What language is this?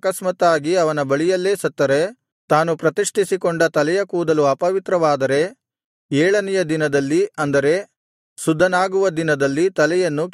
Kannada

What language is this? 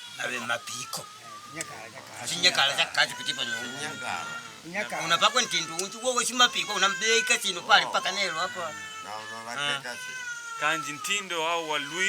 Makonde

